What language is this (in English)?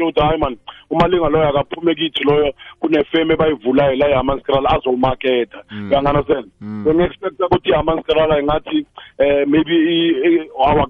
South Ndebele